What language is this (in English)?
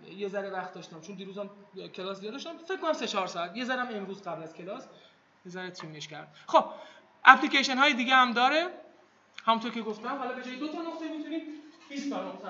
Persian